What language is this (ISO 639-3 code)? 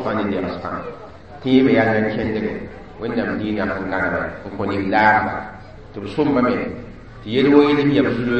mos